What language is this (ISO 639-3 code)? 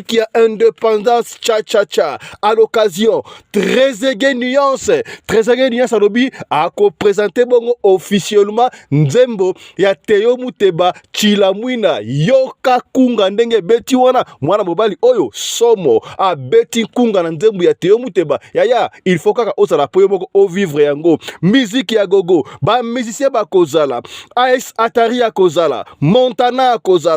lin